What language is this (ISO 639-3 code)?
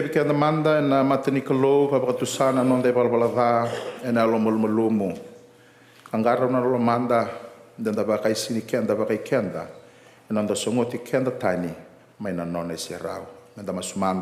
fij